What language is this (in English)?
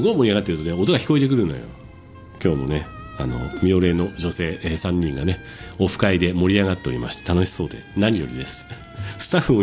Japanese